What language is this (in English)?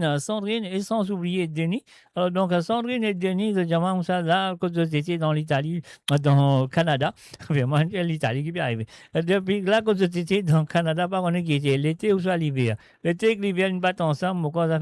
Morisyen